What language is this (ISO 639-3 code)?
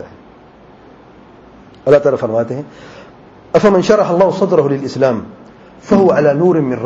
urd